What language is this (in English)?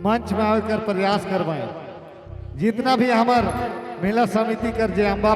Sadri